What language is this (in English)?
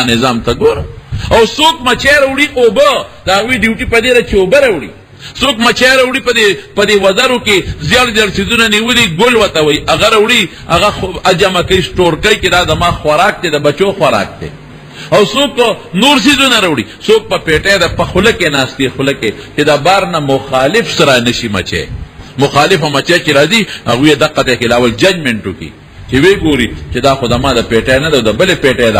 Pashto